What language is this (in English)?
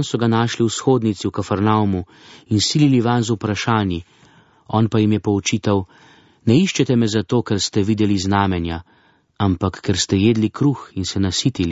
Slovenian